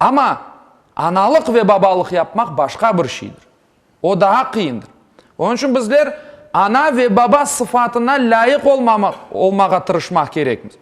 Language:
Crimean Tatar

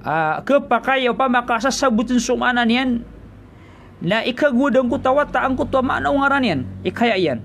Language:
Maranao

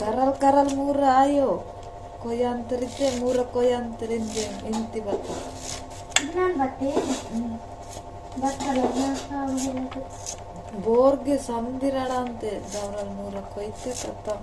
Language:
Adilabad Gondi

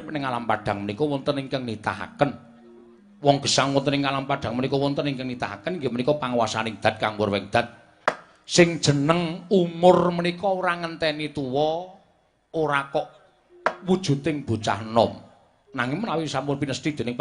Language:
Javanese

